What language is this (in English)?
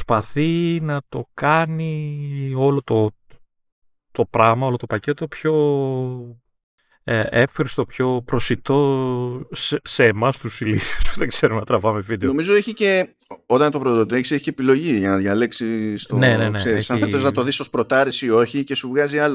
Greek